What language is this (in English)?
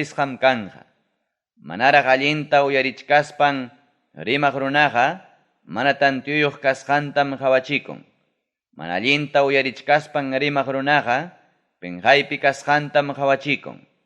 Ayacucho Quechua